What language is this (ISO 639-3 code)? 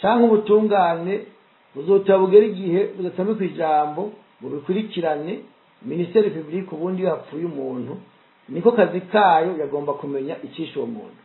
run